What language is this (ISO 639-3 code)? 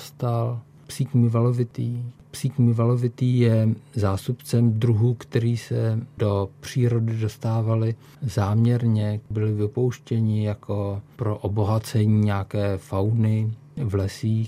ces